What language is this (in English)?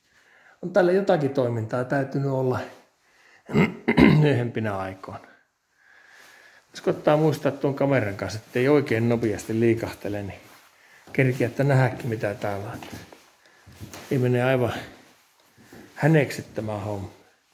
Finnish